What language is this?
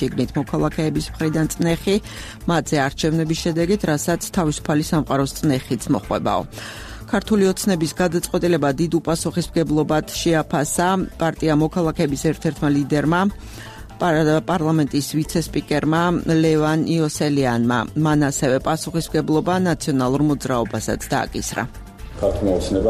Georgian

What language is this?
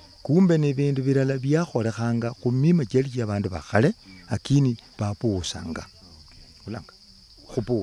Luyia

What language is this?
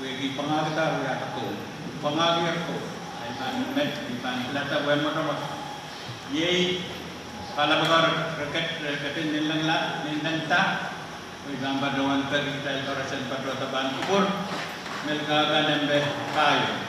Pohnpeian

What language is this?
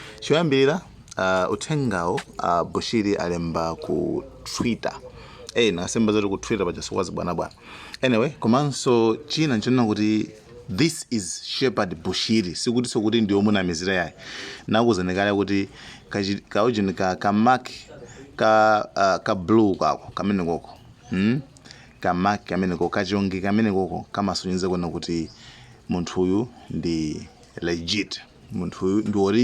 Nyanja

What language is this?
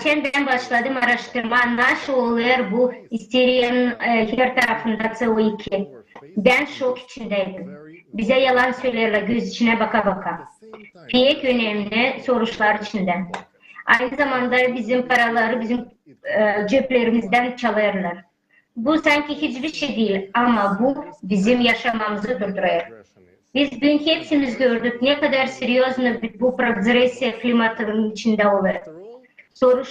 Gagauz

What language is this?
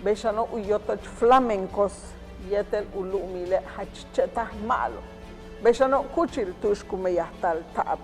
Yucateco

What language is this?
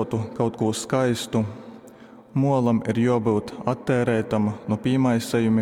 Latgalian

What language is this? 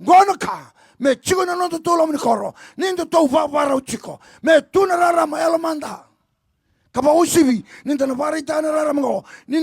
Fijian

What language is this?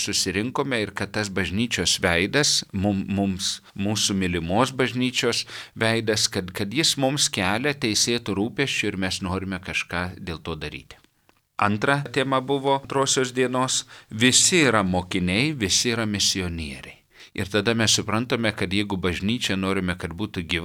Lithuanian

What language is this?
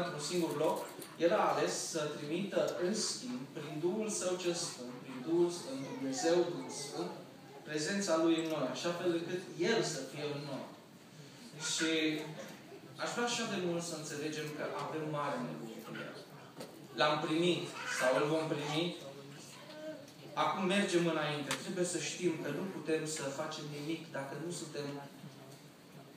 Romanian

